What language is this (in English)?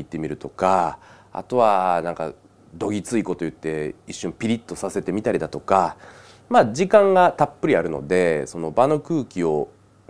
Japanese